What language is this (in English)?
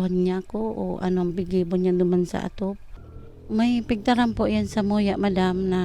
Bikol